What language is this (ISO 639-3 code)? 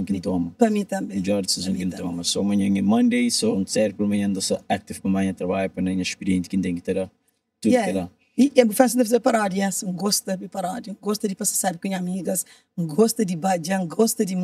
kea